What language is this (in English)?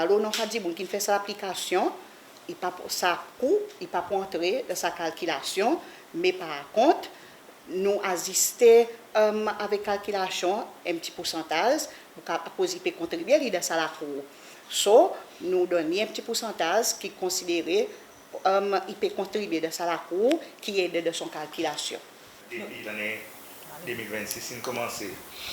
Seselwa Creole French